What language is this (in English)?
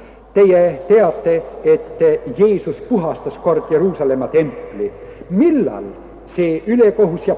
Estonian